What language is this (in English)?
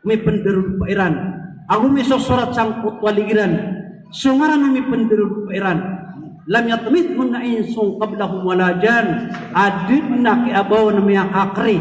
Maranao